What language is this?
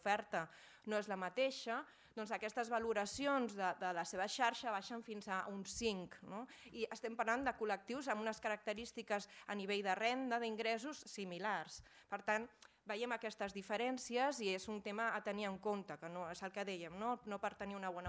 Catalan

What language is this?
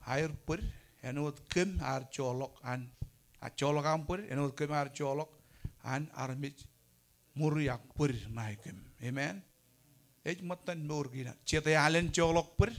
Marshallese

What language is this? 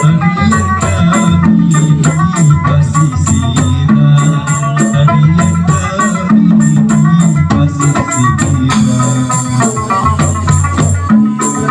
Banjar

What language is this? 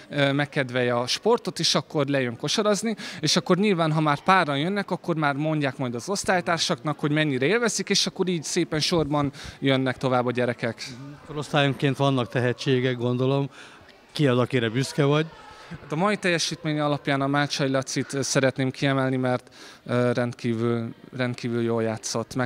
Hungarian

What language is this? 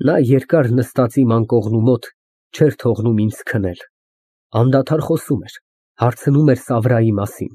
Armenian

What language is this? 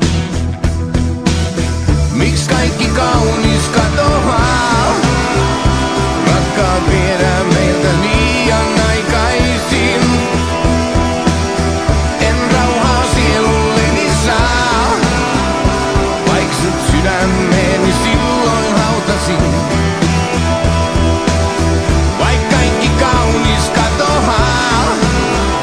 Finnish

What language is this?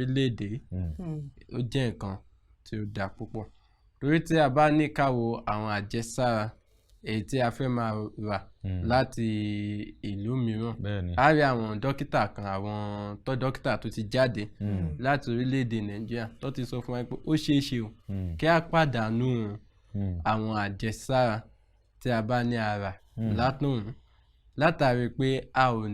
Yoruba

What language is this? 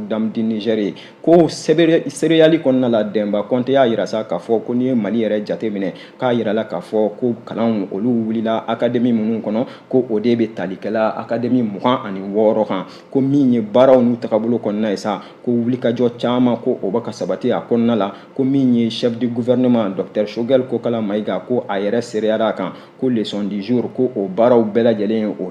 Bambara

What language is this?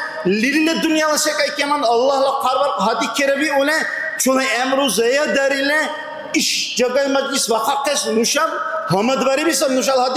Dargwa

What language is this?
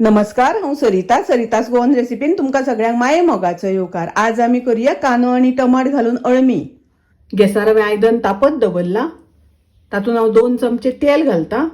Konkani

